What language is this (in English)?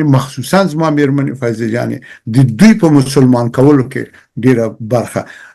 Pashto